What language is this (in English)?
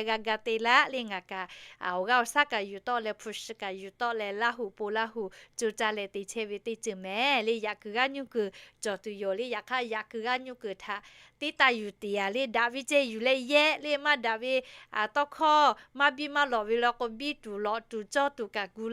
Lahu